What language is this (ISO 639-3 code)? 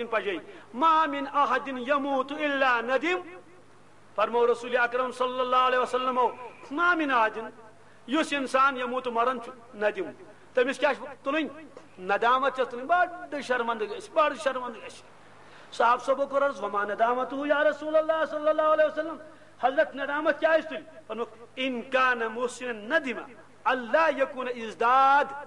kas